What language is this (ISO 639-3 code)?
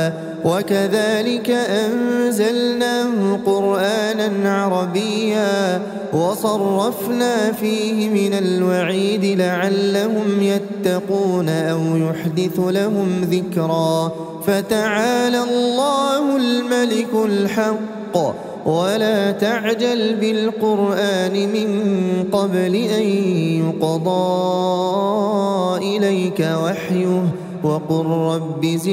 ara